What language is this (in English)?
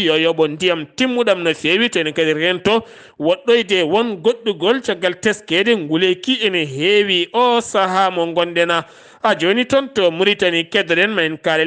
Fula